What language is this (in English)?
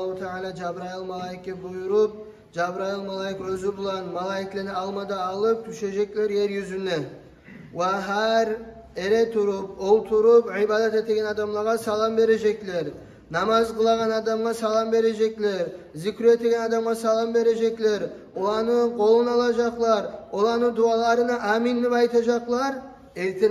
Kumyk